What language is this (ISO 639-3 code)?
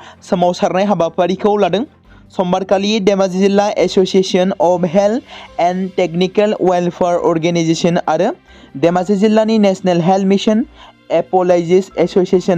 brx